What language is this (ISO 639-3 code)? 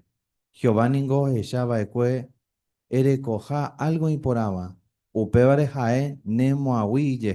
grn